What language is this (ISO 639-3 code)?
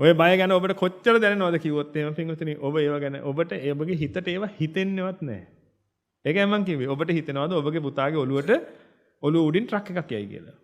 sin